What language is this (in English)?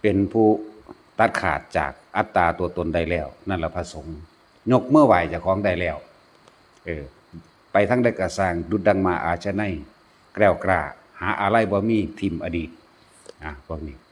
Lao